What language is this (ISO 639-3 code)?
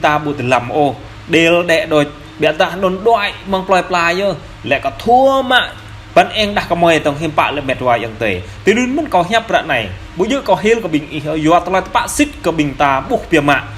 jra